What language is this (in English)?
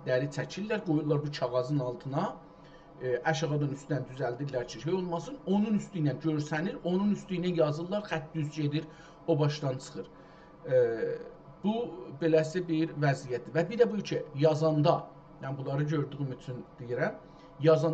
South Azerbaijani